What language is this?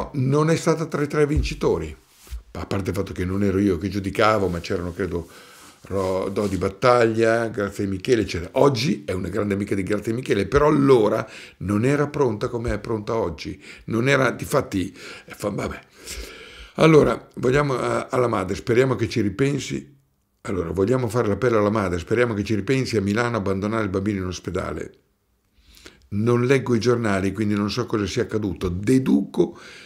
Italian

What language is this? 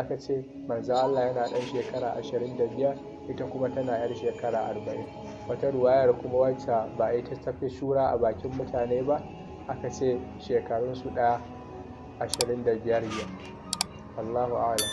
Hausa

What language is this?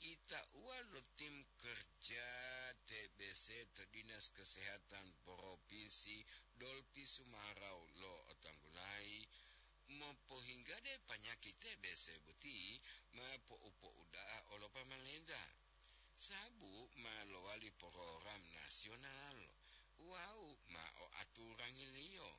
Gorontalo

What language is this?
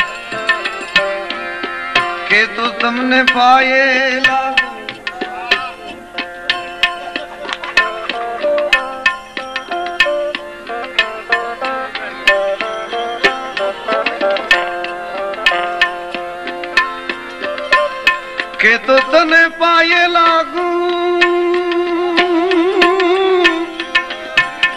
Gujarati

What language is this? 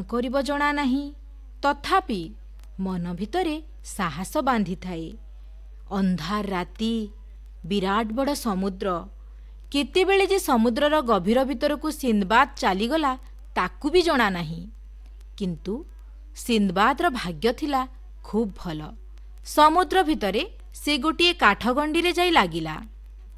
Odia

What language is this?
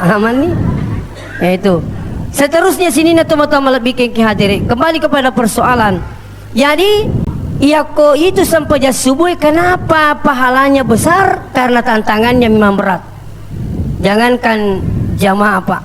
Buginese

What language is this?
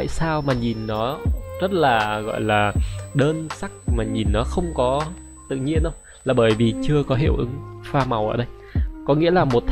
Vietnamese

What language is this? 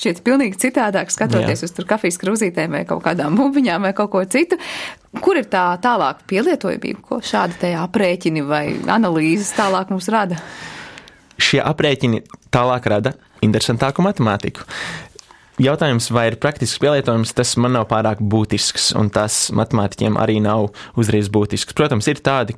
Latvian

